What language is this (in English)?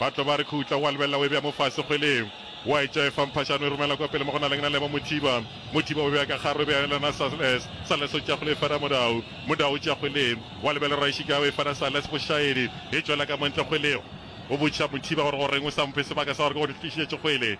Northern Sotho